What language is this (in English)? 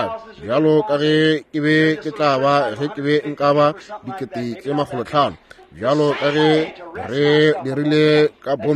Northern Sotho